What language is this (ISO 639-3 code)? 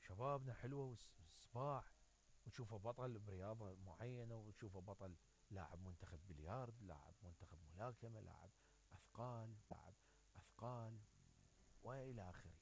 acm